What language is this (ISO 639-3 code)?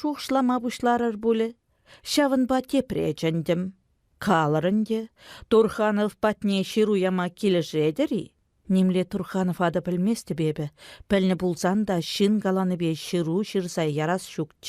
chv